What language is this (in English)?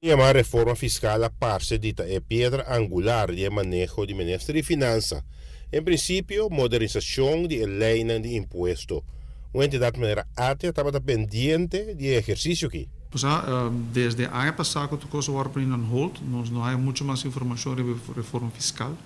Papiamento